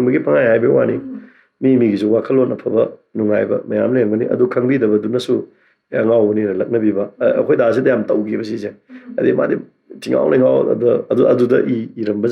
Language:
Manipuri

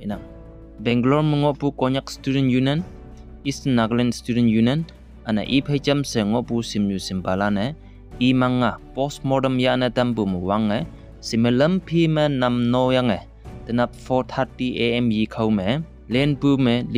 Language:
Konyak Naga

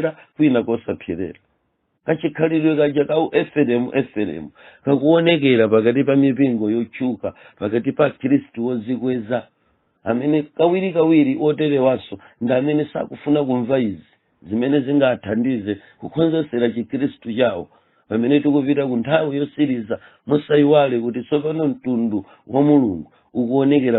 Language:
Nyanja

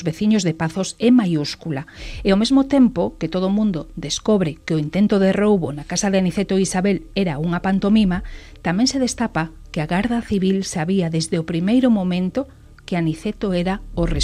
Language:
Galician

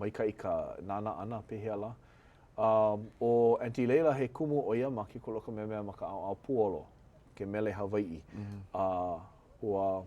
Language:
Hawaiian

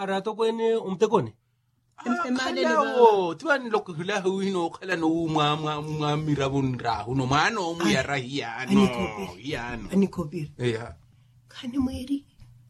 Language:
Makhuwa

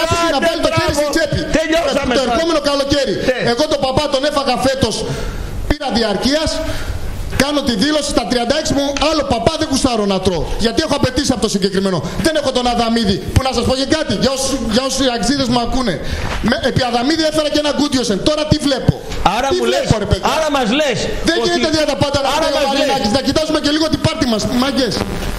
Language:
Greek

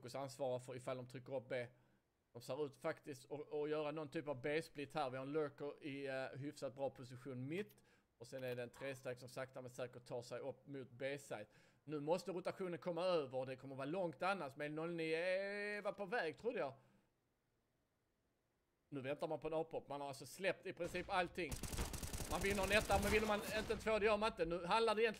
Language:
Swedish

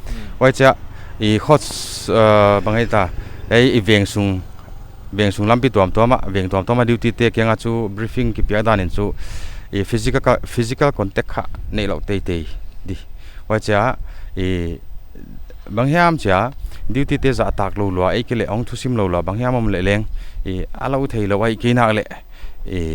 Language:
Paite Chin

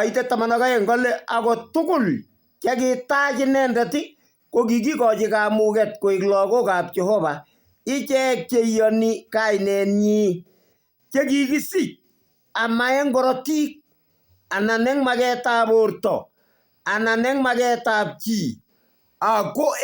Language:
Kalenjin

